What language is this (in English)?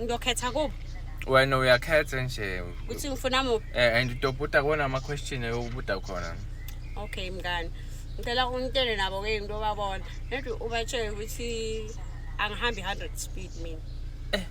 Zulu